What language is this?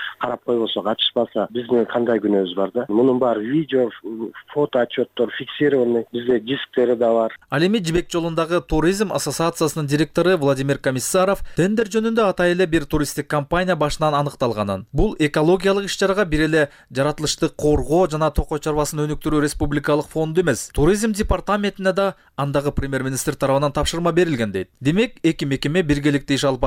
Kyrgyz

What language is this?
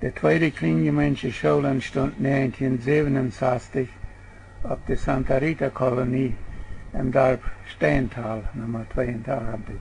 Plautdietsch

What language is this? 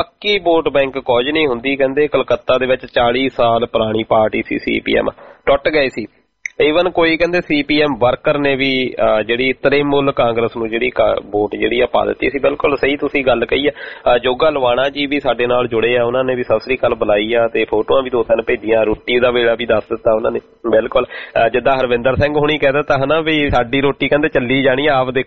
Punjabi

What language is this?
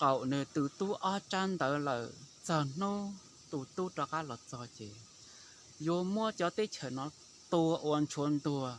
Hmong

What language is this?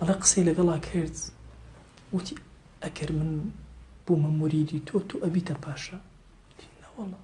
Central Kurdish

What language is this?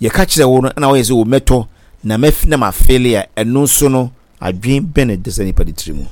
Akan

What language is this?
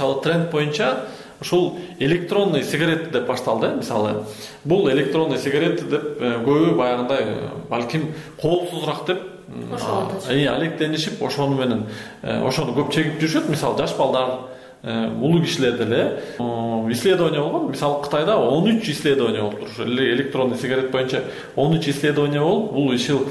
Kyrgyz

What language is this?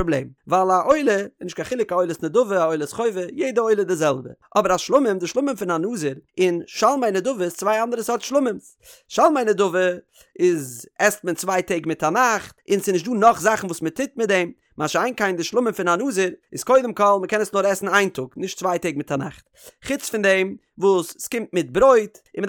Yiddish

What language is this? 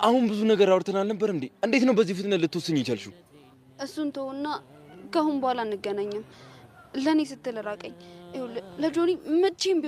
Amharic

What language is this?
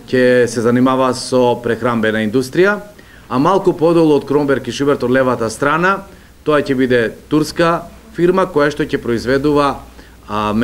Macedonian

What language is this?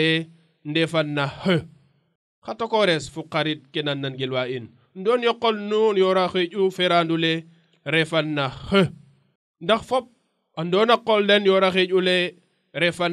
Serer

